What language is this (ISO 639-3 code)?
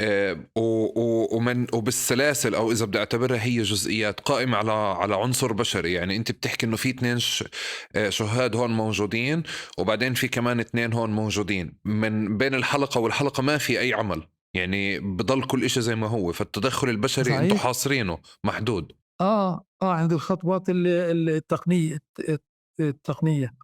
apc